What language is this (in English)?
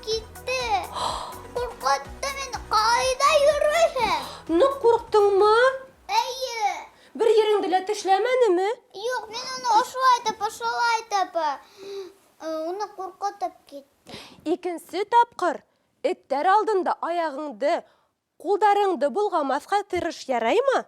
Bashkir